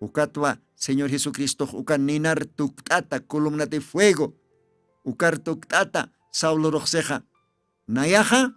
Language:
Aymara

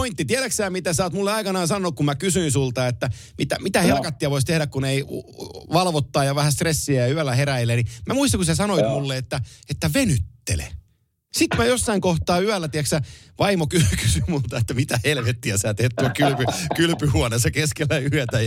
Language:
Finnish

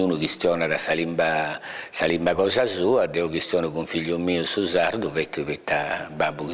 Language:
Sardinian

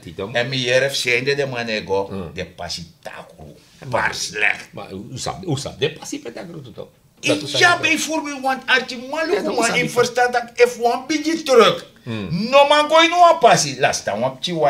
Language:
Sranan Tongo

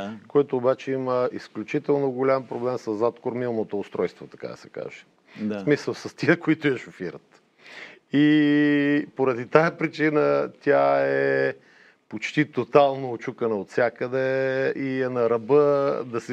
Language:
Bulgarian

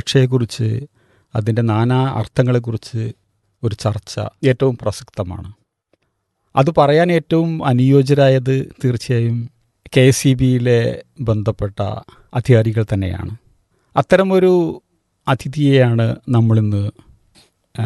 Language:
Malayalam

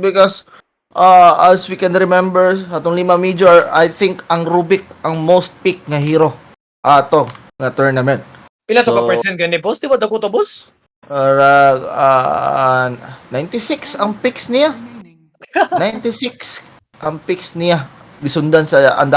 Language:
Cebuano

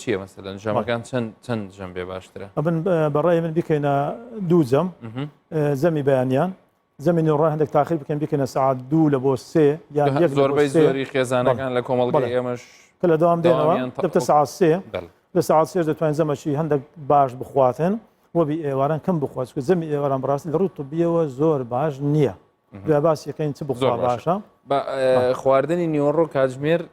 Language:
Central Kurdish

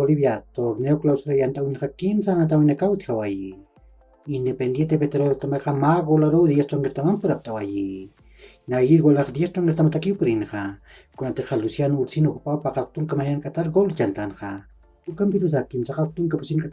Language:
Aymara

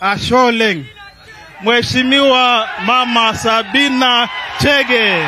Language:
Masai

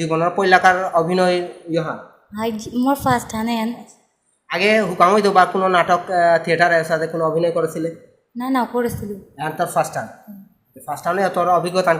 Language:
Bishnupriya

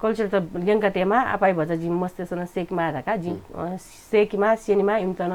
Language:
Newari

